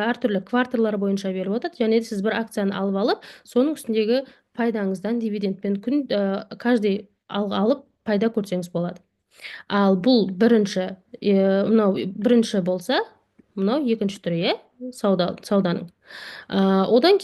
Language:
Kazakh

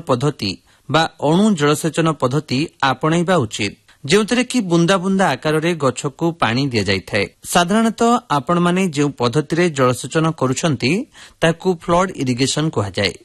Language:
Odia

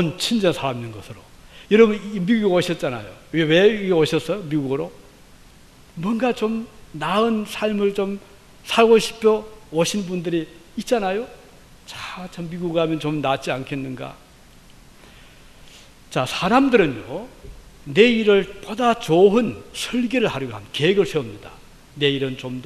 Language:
Korean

